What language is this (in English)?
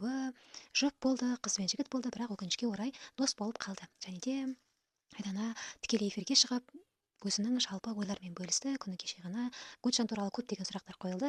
Kazakh